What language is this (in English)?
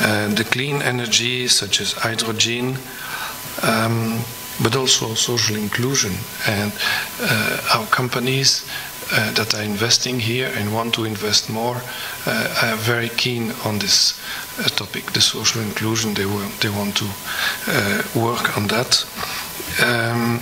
English